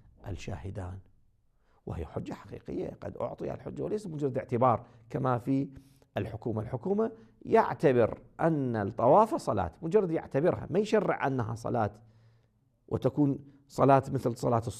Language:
Moroccan Arabic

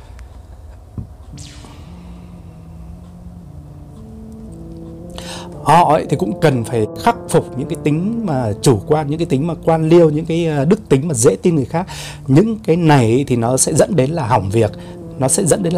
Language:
Vietnamese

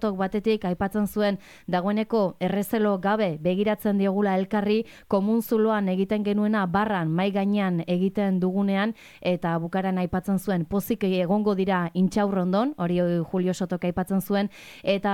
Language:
Basque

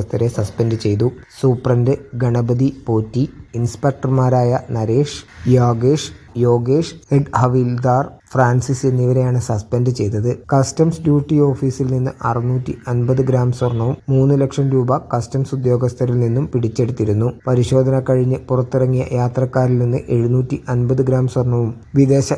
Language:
Malayalam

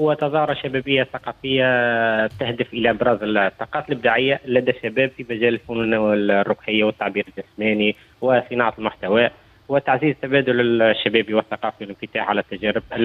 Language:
Tunisian Arabic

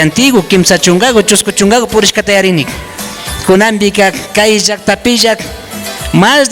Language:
Imbabura Highland Quichua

